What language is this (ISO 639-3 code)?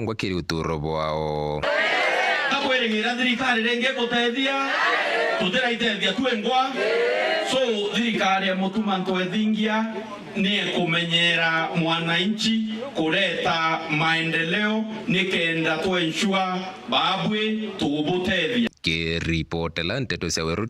mer